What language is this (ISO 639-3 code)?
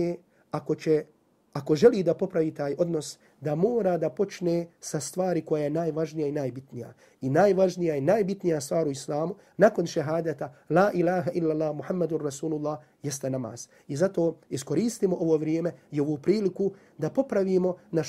bos